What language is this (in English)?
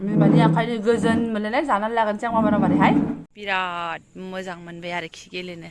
Bodo